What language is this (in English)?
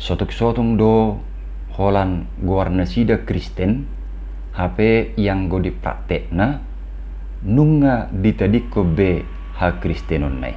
Batak Toba